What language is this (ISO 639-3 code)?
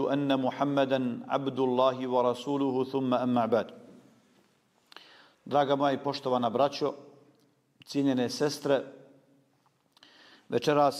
bos